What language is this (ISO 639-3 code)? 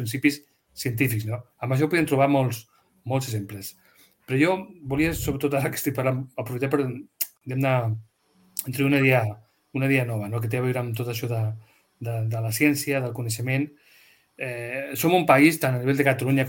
cat